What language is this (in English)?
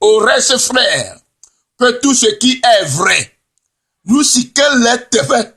Ewe